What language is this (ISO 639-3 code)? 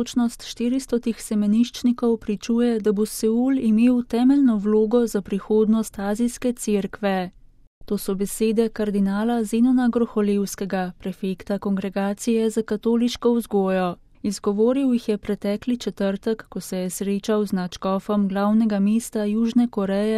slv